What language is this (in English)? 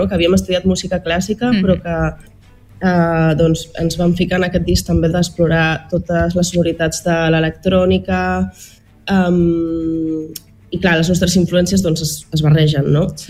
Catalan